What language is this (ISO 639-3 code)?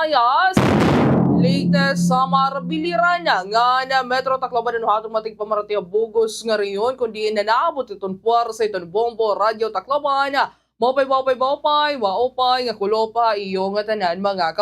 war